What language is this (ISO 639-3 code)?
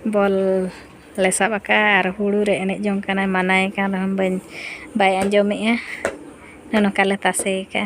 sat